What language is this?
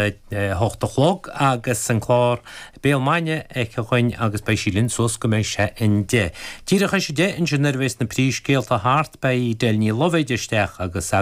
Irish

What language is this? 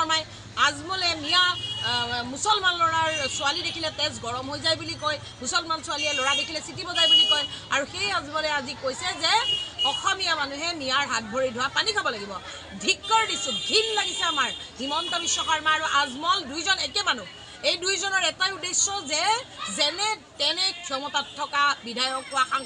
Assamese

